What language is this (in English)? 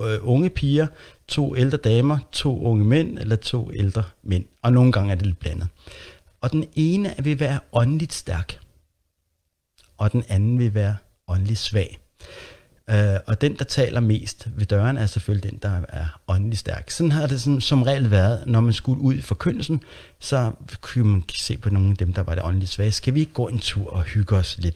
Danish